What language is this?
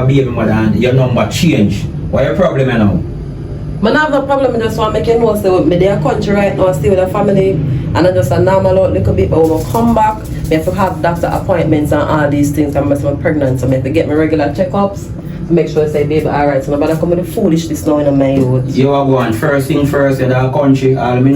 Jamaican Creole English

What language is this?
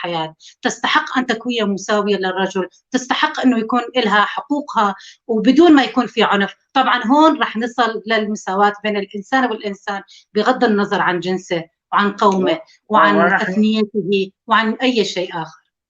North Levantine Arabic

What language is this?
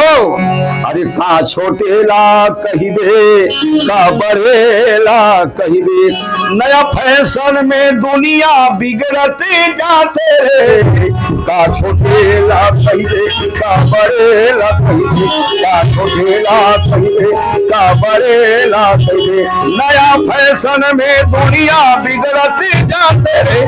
Chhattisgarhi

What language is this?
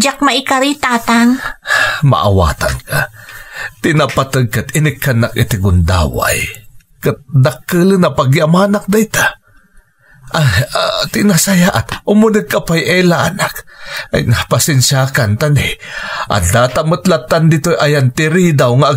Iloko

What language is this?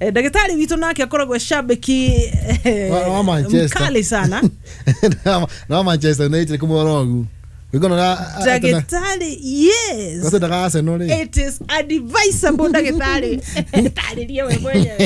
Kikuyu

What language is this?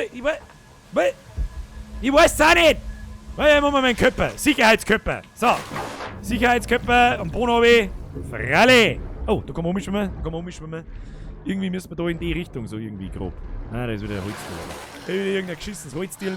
Bavarian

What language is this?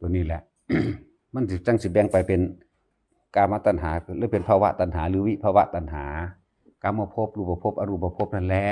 Northeastern Thai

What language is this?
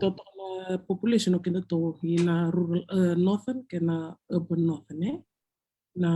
Fijian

